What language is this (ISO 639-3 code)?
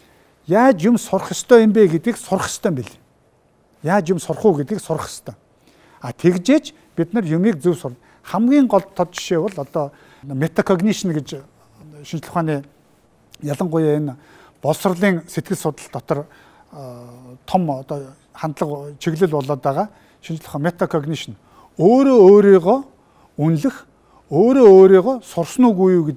mon